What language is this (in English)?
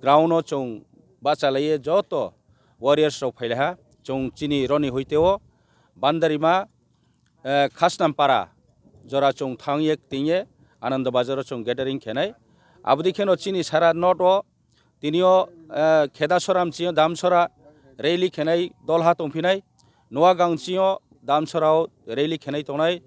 Kok Borok